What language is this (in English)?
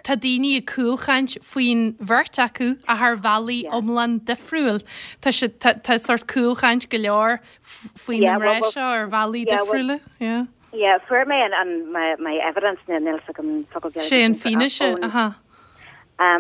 Irish